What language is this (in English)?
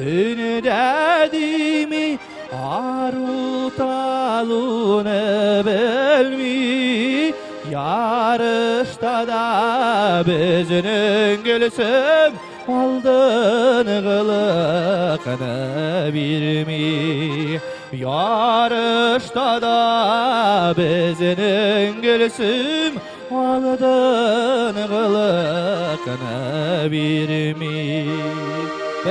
Tatar